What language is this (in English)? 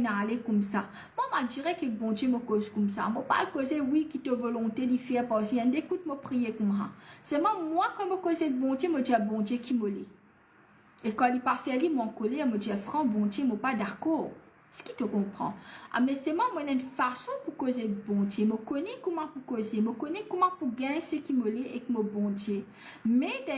Morisyen